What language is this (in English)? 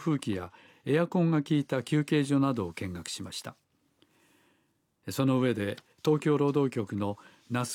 Japanese